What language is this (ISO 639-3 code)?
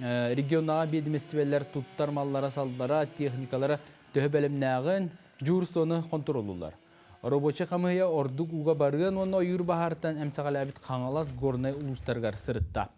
sah